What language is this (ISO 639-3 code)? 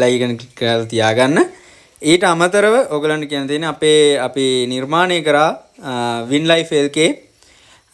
sin